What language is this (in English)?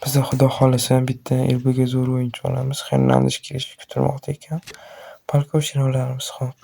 Uzbek